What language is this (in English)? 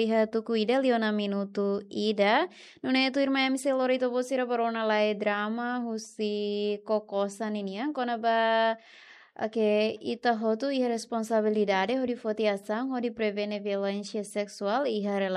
Tetum